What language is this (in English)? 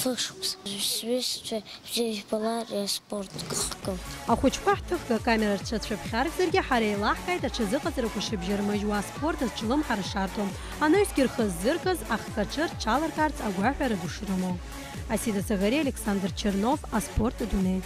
Abkhazian